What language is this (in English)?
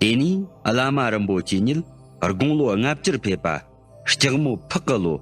Tibetan